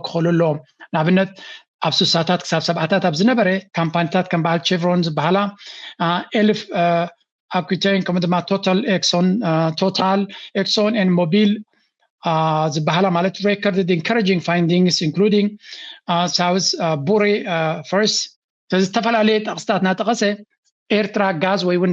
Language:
Tigrinya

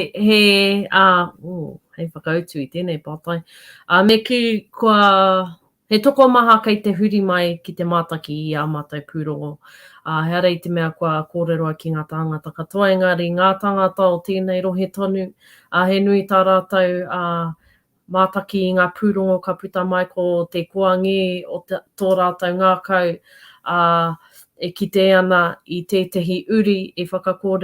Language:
Māori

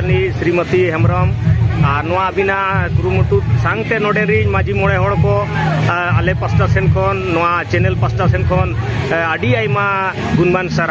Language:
Santali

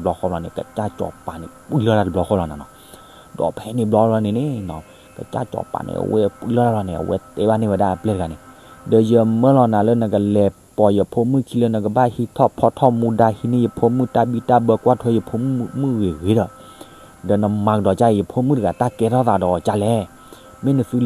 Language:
S'gaw Karen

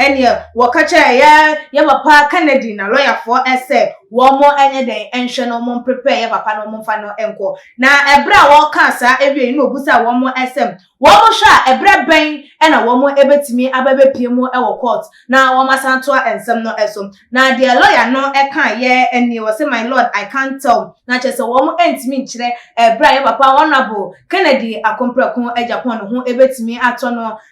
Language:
Akan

